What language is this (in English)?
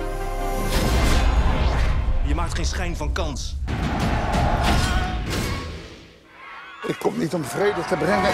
Dutch